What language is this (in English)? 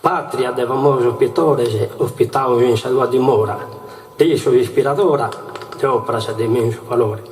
Sardinian